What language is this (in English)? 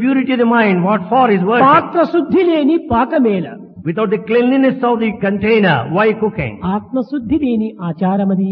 Telugu